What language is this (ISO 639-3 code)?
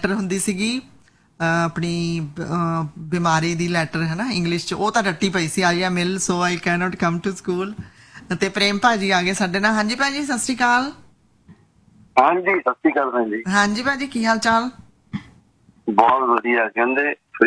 pan